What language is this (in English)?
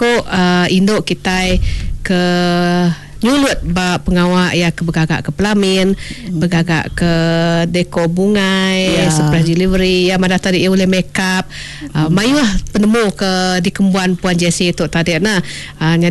Iban